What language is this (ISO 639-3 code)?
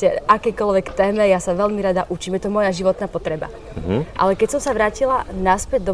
slk